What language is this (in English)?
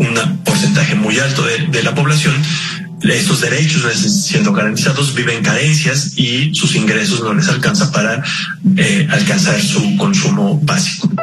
Spanish